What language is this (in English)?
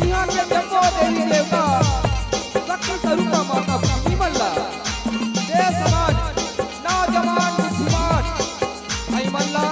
Chhattisgarhi